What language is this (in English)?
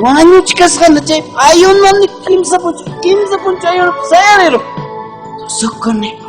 Ayacucho Quechua